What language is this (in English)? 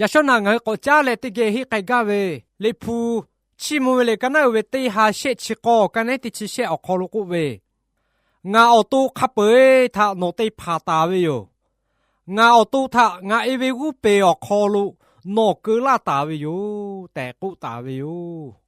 Lahu